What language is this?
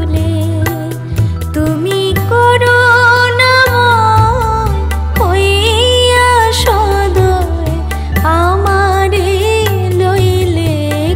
Bangla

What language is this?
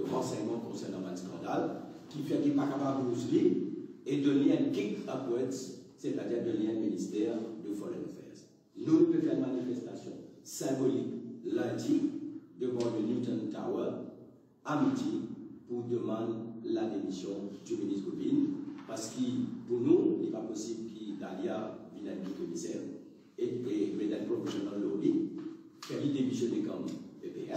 Morisyen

